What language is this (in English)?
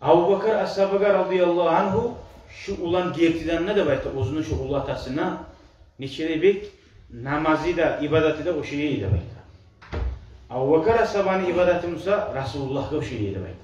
Kumyk